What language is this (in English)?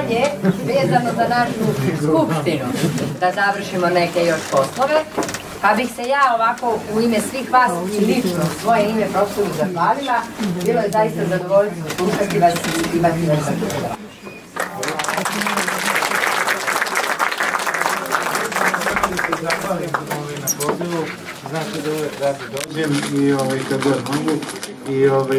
Serbian